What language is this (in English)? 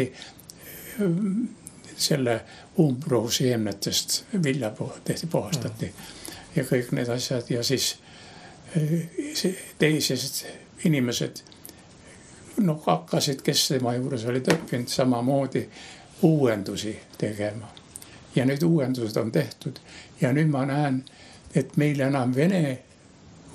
Estonian